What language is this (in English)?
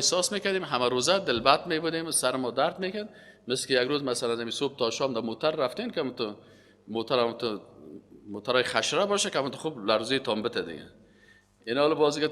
Persian